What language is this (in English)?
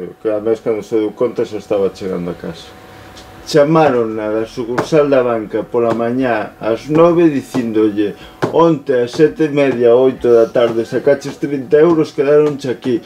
Galician